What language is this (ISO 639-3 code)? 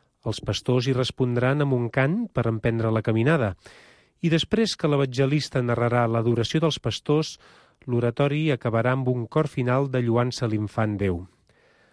cat